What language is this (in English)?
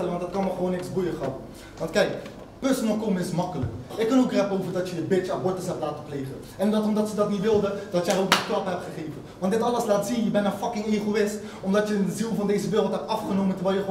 Dutch